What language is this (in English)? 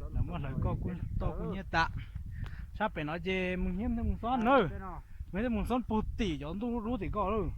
Hmong